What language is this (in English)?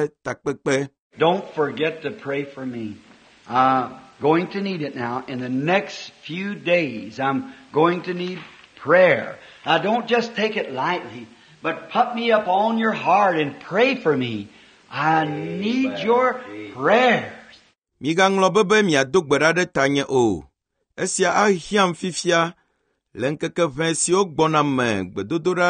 Ewe